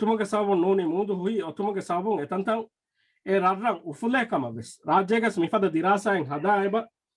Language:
Divehi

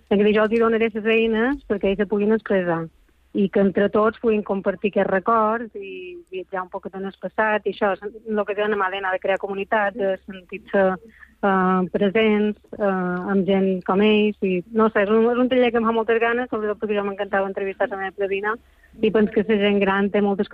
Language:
Catalan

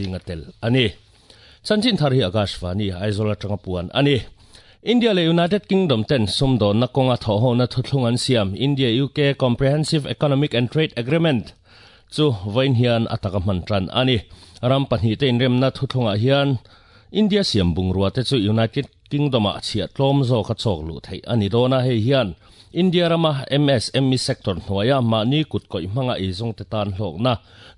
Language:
Mizo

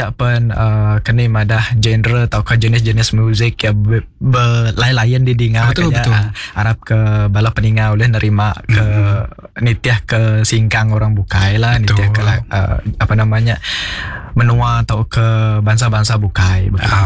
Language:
Iban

